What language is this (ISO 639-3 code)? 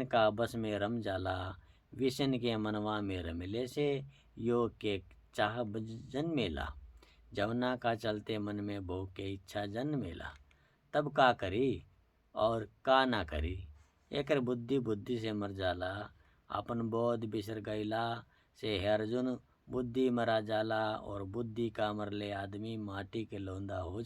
bho